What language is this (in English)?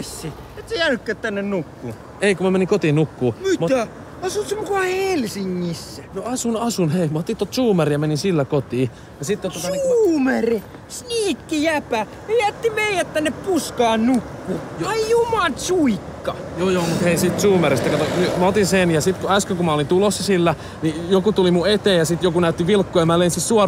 Finnish